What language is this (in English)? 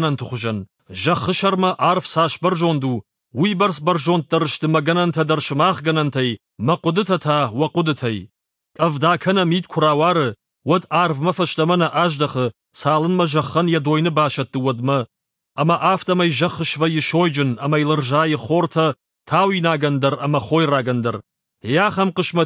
Ossetic